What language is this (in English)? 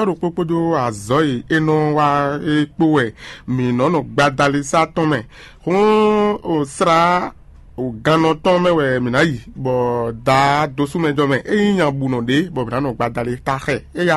Fon